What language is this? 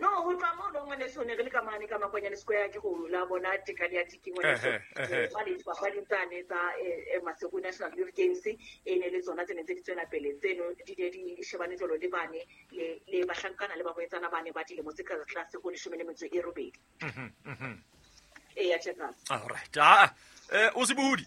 Southern Sotho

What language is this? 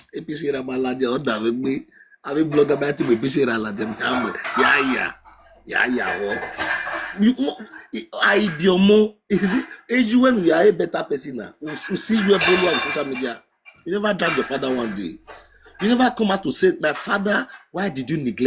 Nigerian Pidgin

